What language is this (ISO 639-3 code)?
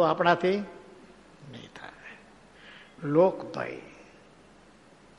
guj